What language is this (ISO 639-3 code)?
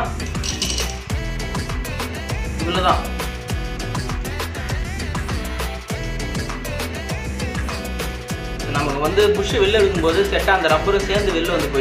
tam